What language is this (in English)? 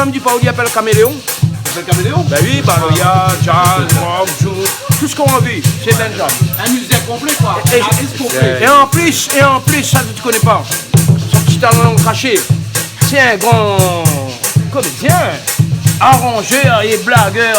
Réunion Creole French